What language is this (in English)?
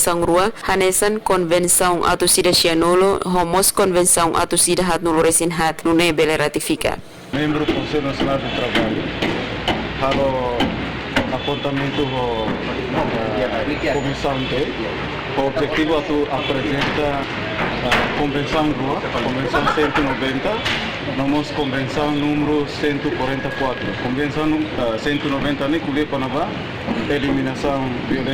Tetum